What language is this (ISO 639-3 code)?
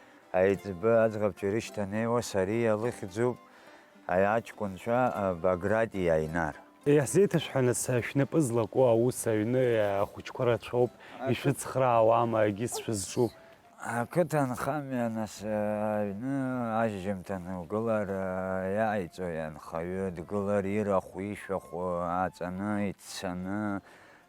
abk